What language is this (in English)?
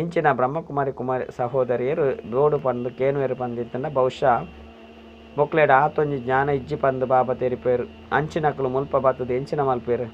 Tulu